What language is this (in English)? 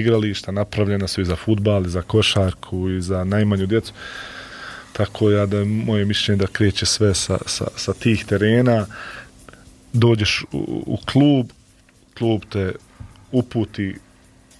Bosnian